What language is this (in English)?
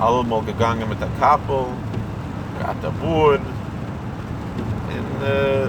Yiddish